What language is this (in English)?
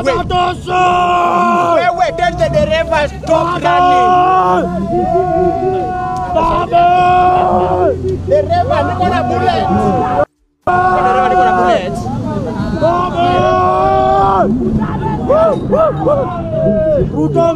Swahili